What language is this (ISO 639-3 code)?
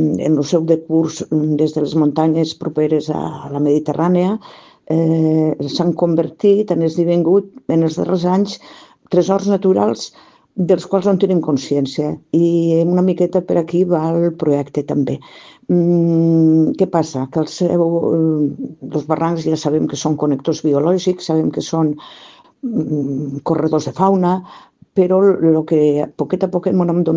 cat